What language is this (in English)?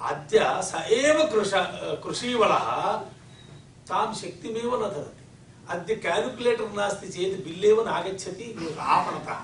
Sanskrit